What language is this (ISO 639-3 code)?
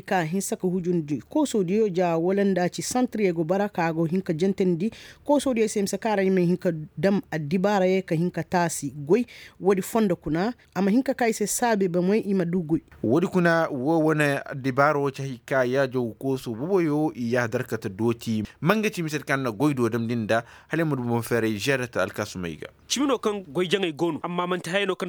ses